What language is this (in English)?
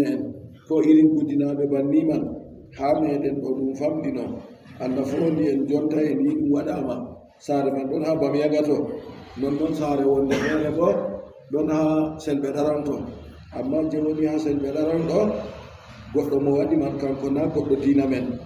Adamawa Fulfulde